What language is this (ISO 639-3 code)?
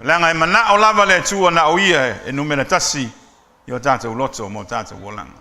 smo